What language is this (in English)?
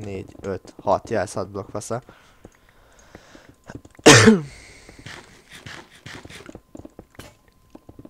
Hungarian